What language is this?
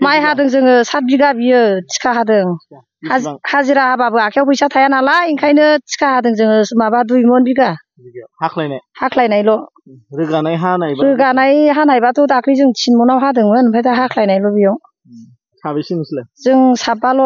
Bodo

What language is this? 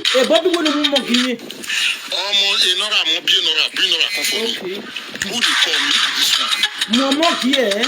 Nigerian Pidgin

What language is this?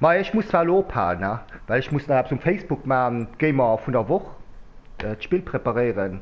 Luxembourgish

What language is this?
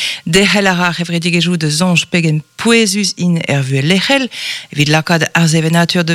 Breton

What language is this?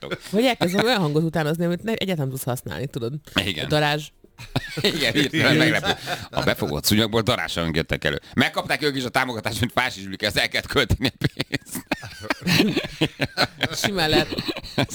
Hungarian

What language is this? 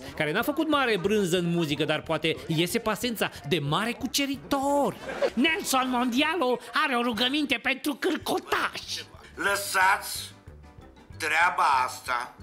Romanian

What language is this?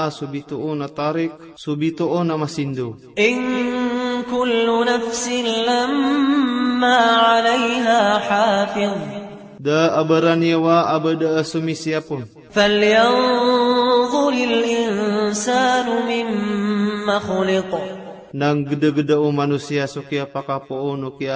Maranao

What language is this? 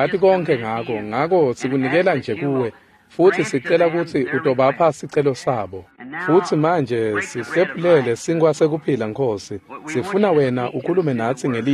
Swati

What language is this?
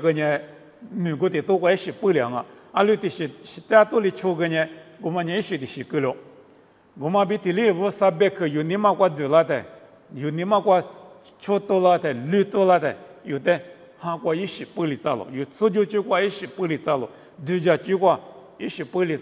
Lisu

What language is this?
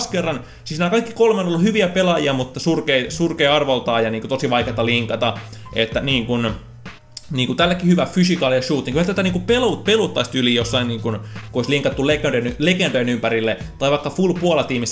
Finnish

